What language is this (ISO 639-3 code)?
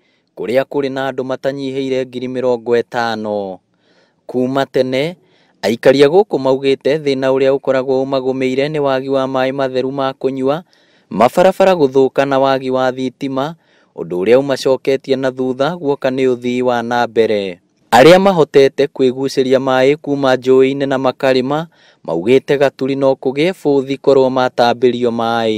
kik